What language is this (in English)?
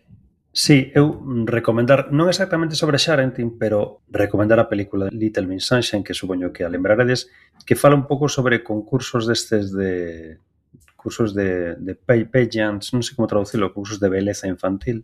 Galician